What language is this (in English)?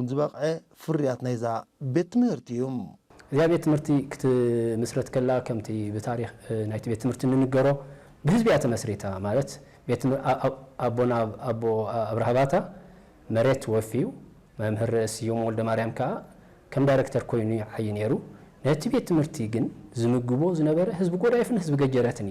Tigrinya